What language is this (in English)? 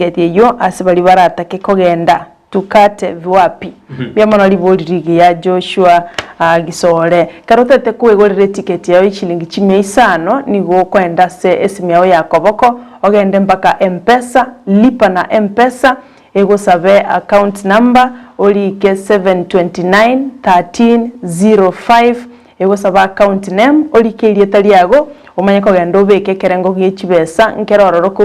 Gusii